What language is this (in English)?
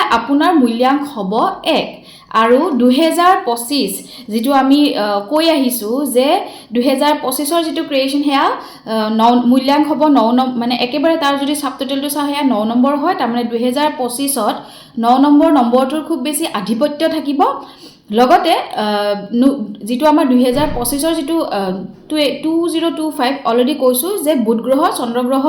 Assamese